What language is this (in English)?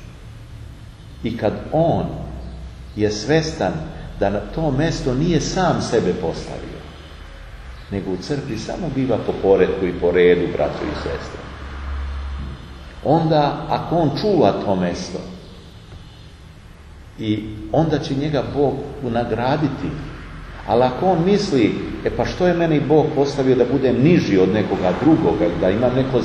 Serbian